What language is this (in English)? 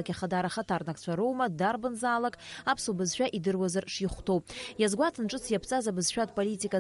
Abkhazian